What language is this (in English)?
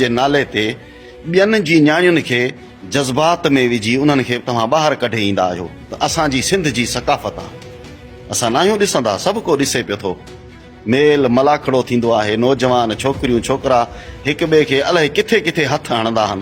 Sindhi